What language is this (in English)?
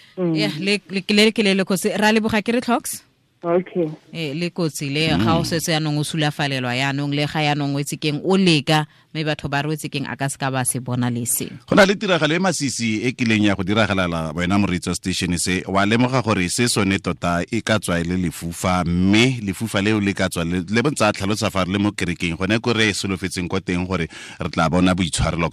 Tswana